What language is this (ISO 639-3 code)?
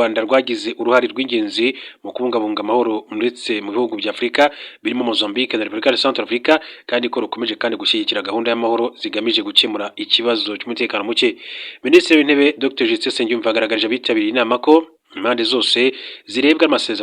kin